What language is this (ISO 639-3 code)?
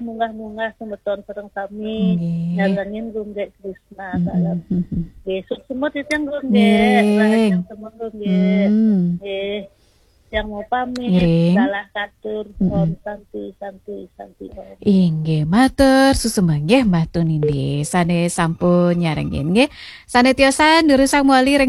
ban